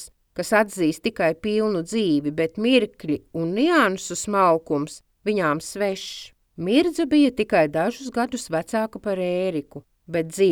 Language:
Latvian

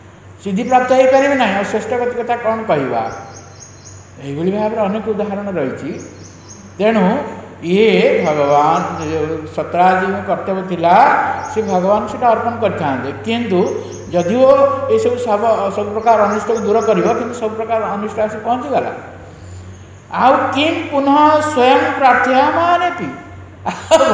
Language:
Odia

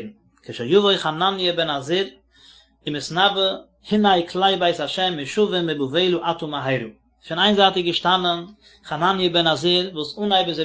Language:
Yiddish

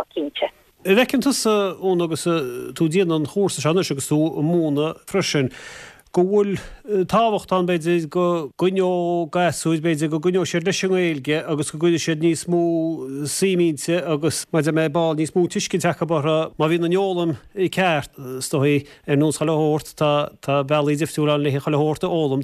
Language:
Irish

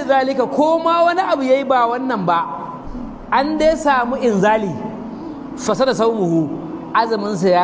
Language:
Hausa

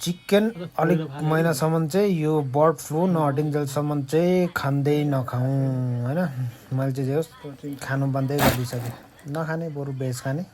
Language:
Nepali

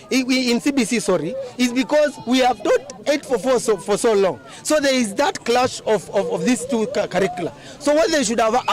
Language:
Kamba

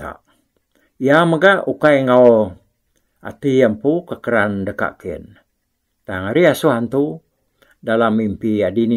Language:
Iban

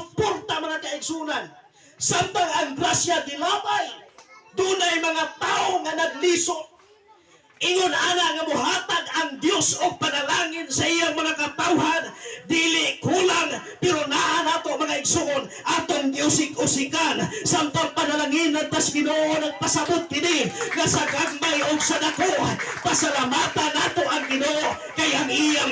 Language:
Cebuano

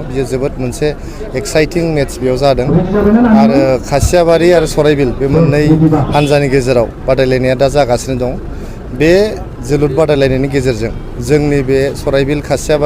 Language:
Bodo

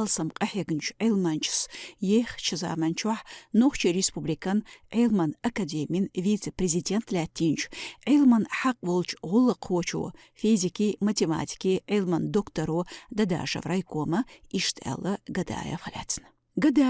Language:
Chechen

